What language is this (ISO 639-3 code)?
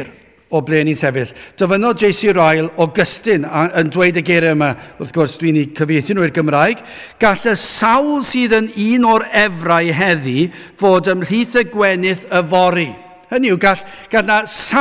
cym